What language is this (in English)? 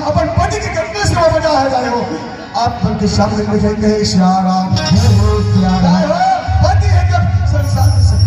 Chhattisgarhi